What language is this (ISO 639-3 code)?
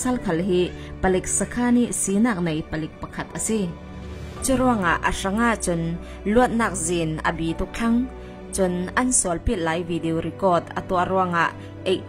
cfm